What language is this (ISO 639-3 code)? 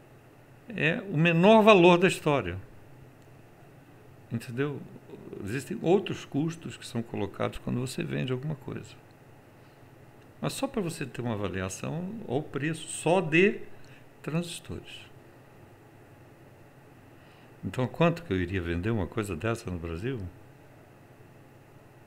por